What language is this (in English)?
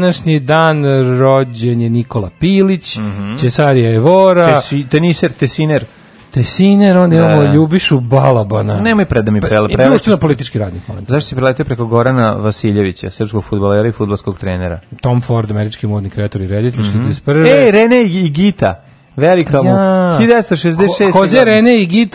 Serbian